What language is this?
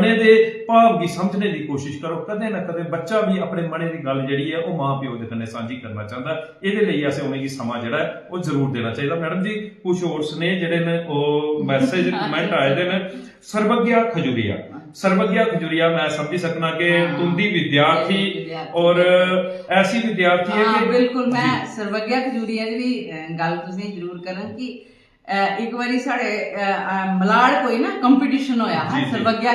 Dogri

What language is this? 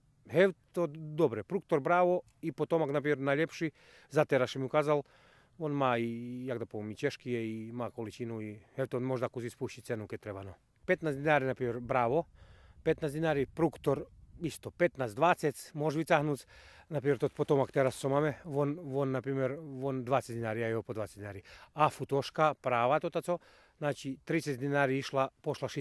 Rusyn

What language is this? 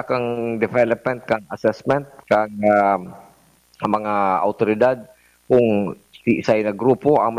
Bikol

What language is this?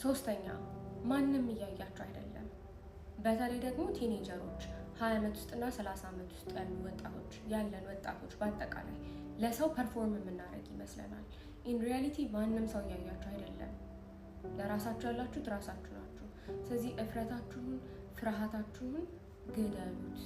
Amharic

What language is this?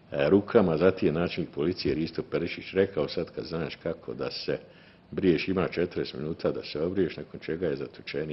Bosnian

